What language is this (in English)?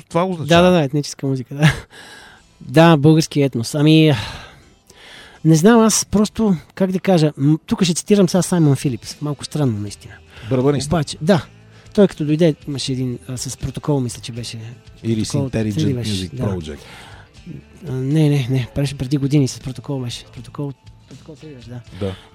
Bulgarian